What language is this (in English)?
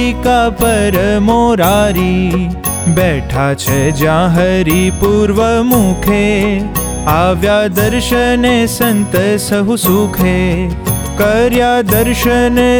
Gujarati